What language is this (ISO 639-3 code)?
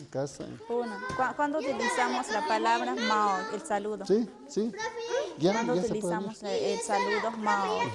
mxp